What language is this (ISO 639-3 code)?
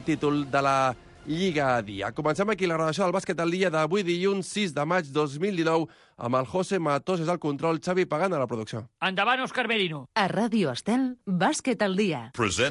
cat